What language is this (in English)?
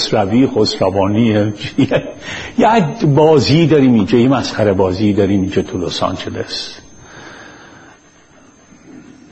Persian